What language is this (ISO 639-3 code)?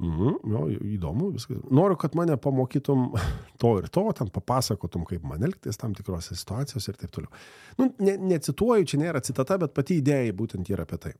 lit